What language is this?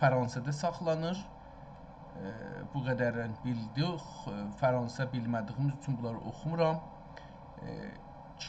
South Azerbaijani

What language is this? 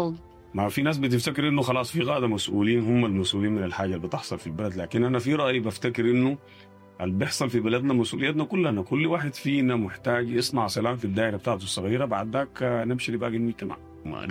Sudanese Arabic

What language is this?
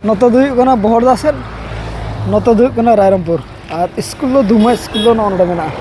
Santali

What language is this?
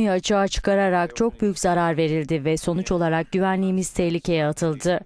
Turkish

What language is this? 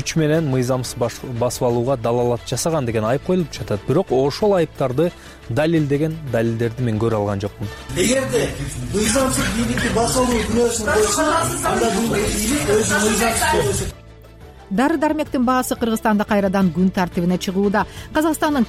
Kyrgyz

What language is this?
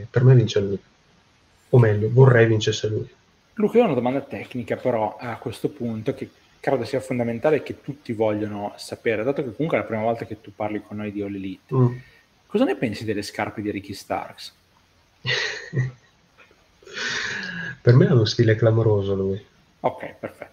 Italian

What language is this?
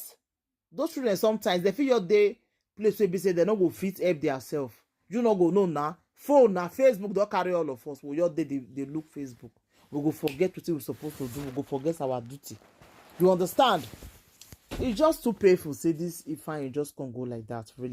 Nigerian Pidgin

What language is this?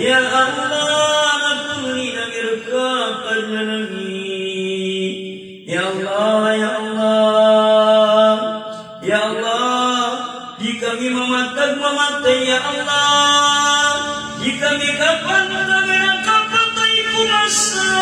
Maranao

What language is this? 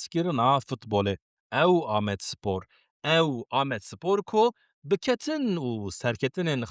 Kurdish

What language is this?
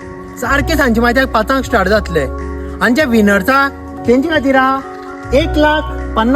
Konkani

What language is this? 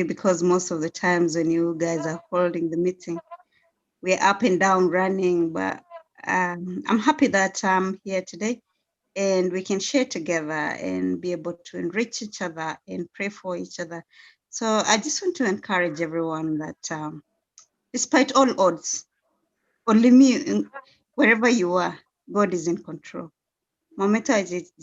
Kalenjin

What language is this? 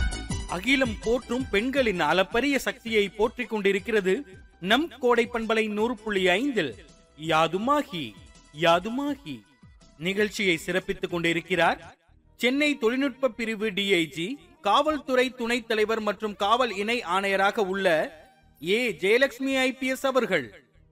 Tamil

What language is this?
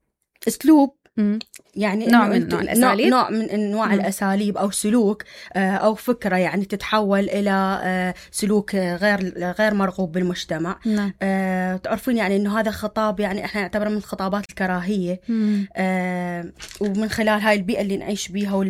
Mesopotamian Arabic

